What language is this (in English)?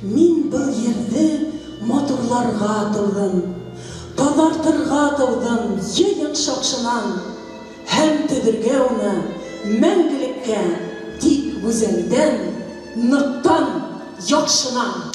Bashkir